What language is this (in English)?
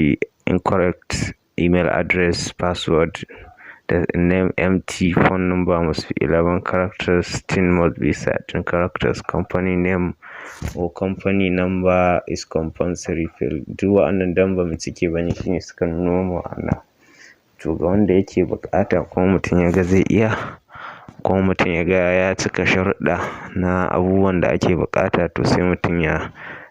Hausa